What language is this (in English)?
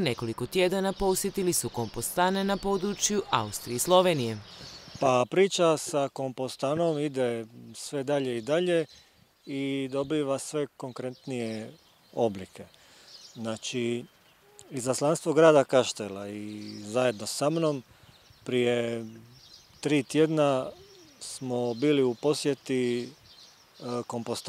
Croatian